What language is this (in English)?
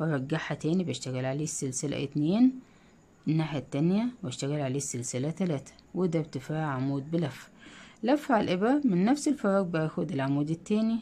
Egyptian Arabic